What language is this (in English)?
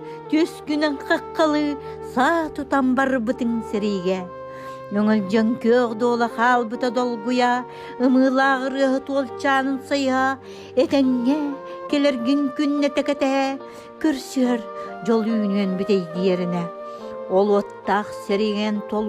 Yakut